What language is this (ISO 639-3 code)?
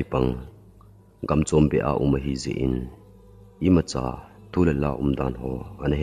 tcz